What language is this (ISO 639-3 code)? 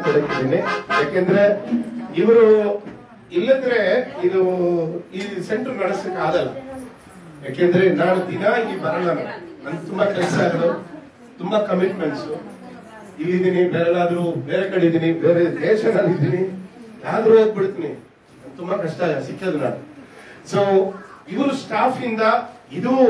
kan